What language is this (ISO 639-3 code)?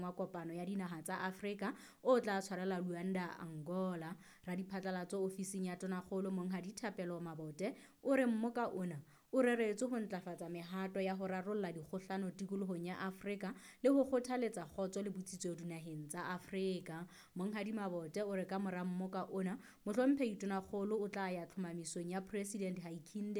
sot